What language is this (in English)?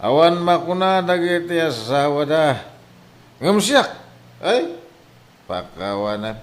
Iloko